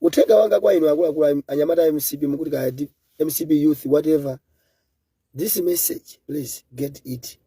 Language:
Nyanja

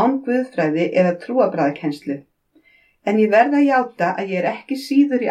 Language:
Icelandic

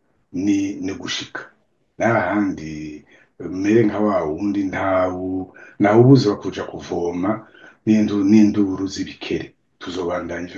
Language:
Rundi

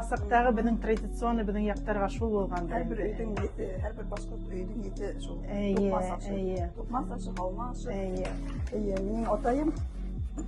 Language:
Bashkir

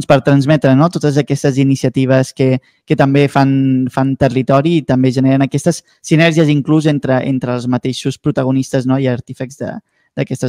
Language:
Catalan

